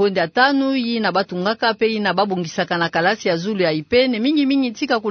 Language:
Kituba (Democratic Republic of Congo)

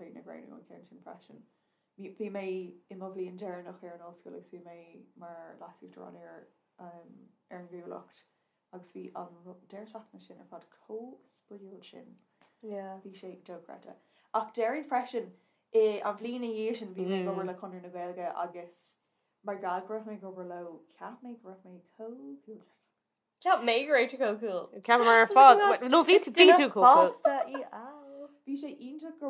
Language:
Irish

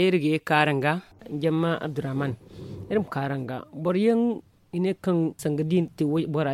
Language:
Zarma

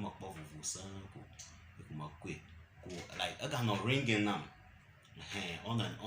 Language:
Ewe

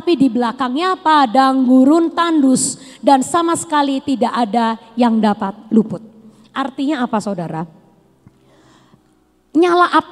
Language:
Indonesian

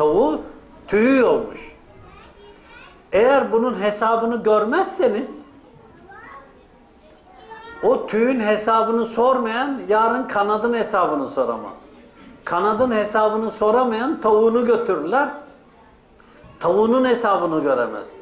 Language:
Turkish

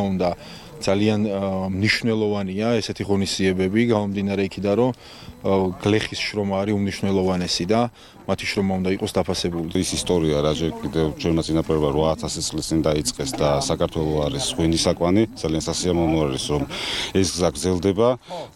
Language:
Georgian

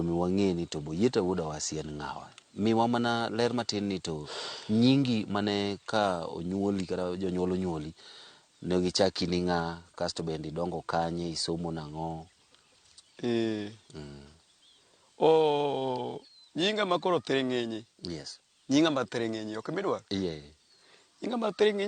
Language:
Luo (Kenya and Tanzania)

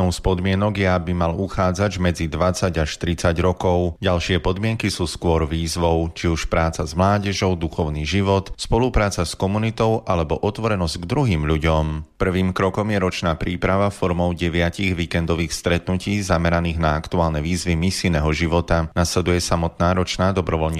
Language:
Slovak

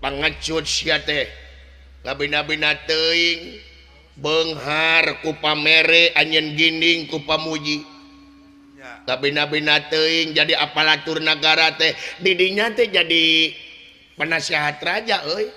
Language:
Sundanese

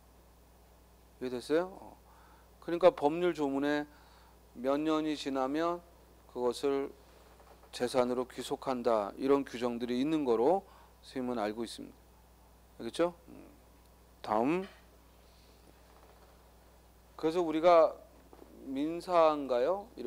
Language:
Korean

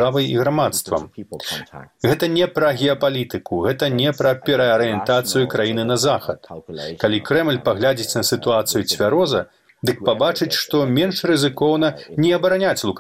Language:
Belarusian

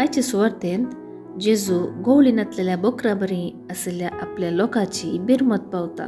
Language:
Konkani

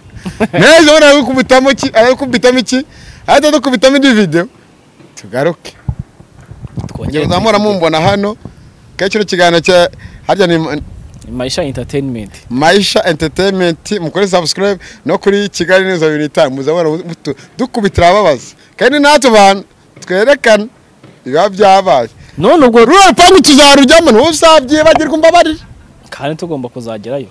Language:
Kinyarwanda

